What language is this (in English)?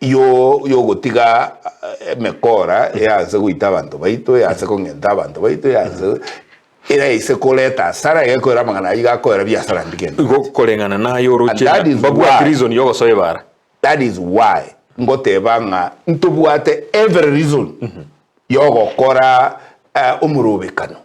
Gusii